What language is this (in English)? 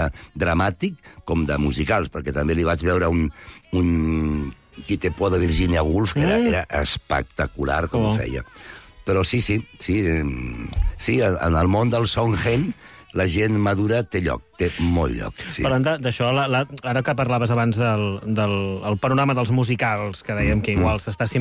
Catalan